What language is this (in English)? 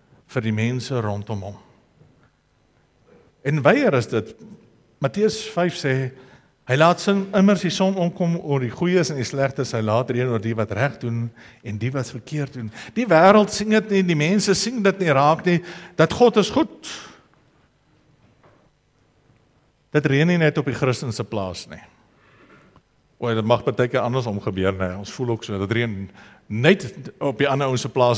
Afrikaans